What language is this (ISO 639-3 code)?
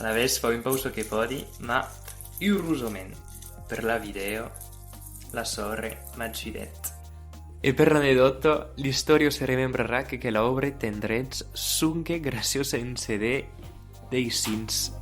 oci